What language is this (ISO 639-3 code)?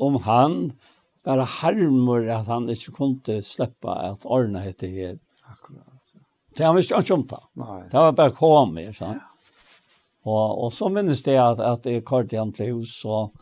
fao